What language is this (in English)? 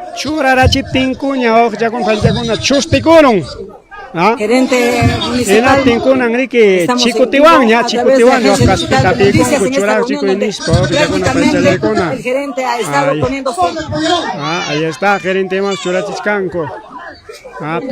Ayacucho Quechua